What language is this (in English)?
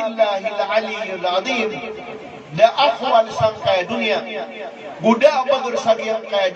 Maranao